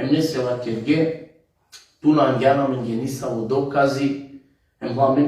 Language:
Balkan Romani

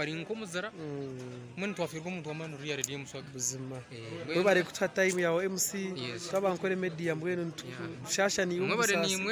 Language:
Nyankole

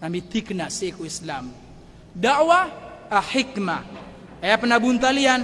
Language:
Maranao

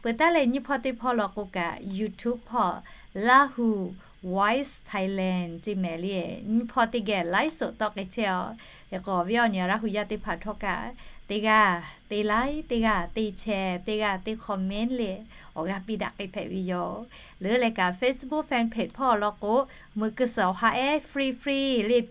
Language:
Lahu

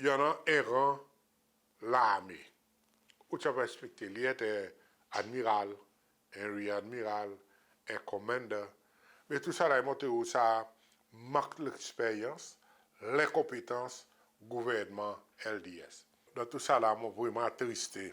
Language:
Seselwa Creole French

